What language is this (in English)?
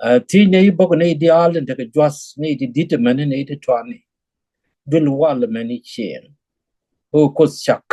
Nuer